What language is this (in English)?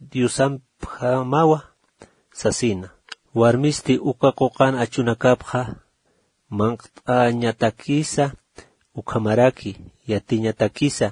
Aymara